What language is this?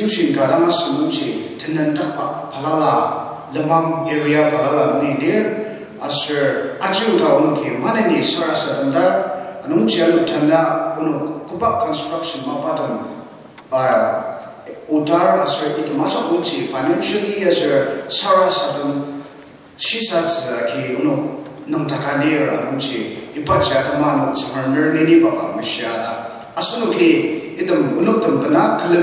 Ao Naga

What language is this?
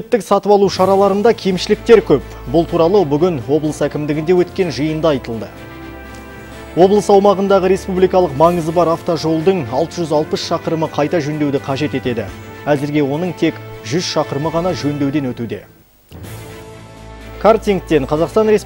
Kazakh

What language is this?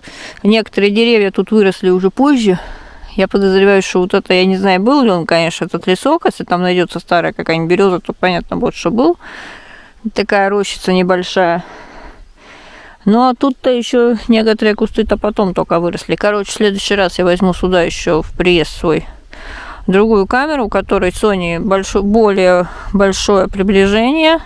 Russian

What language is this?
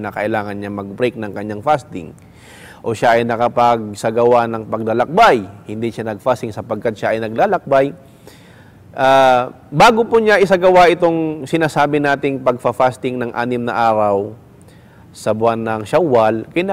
Filipino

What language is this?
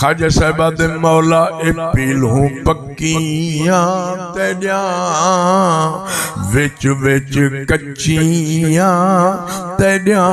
Saraiki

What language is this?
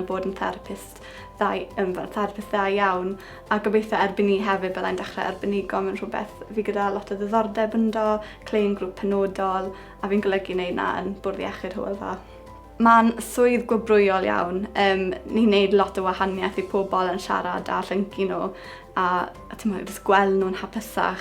Welsh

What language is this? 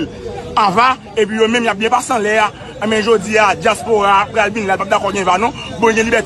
Haitian Creole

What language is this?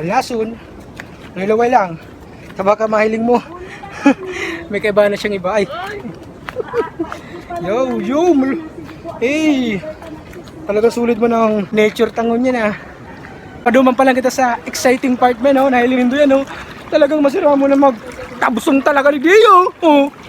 Bikol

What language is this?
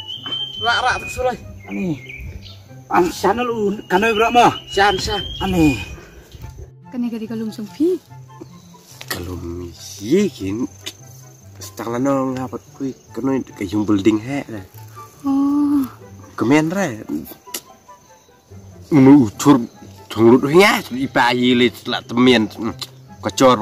Khasi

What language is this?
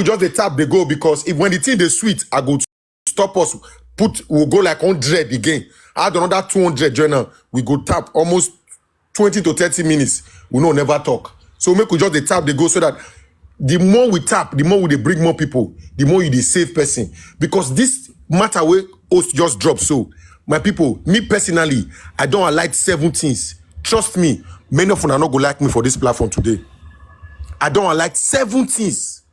Nigerian Pidgin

